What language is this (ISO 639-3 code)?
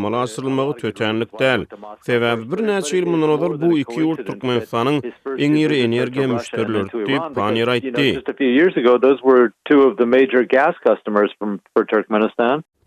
tuk